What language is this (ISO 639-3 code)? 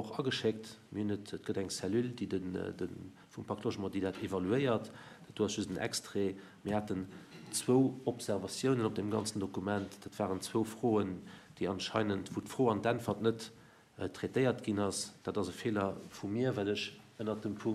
ltz